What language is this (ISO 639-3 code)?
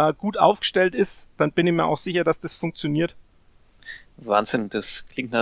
deu